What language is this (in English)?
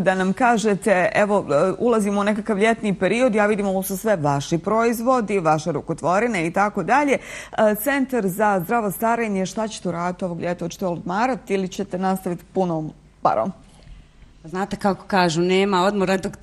Bosnian